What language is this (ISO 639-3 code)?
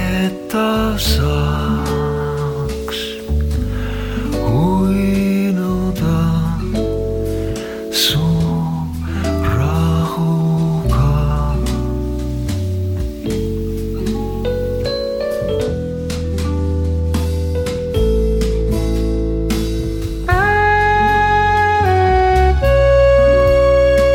est